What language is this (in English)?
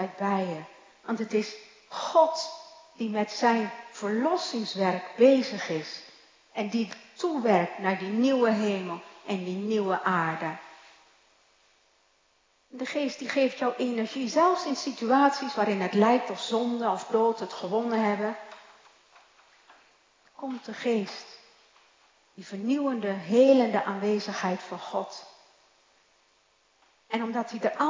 Dutch